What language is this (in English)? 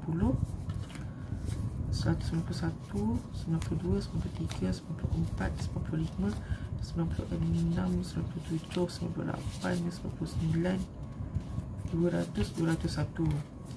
Malay